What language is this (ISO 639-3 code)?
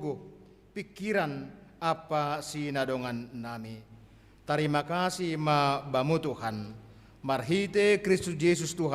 bts